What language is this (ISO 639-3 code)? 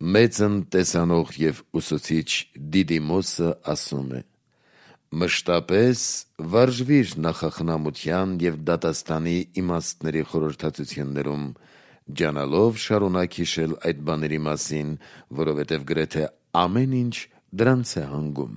hye